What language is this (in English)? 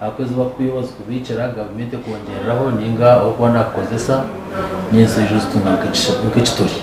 Nyankole